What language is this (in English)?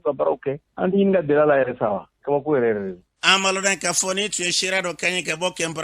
Bambara